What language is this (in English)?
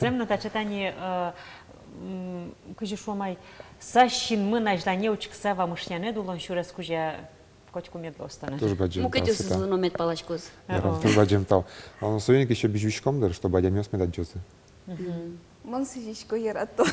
Udmurt